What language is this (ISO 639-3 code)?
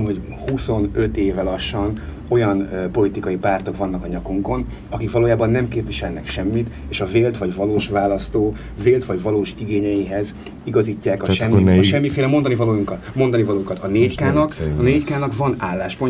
hun